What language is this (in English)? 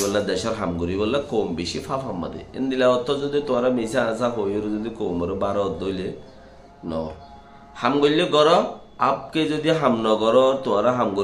Rohingya